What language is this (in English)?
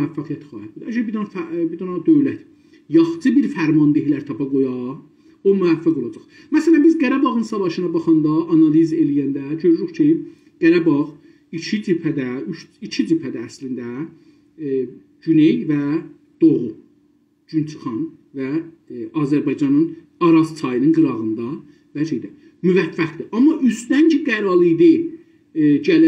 South Azerbaijani